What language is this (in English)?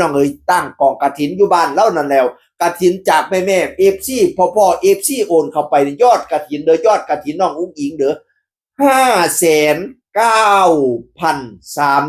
Northeastern Thai